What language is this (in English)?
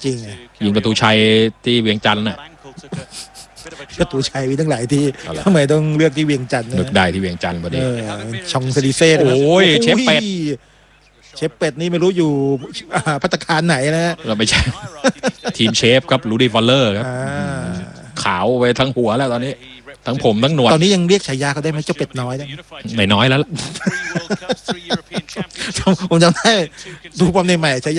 Thai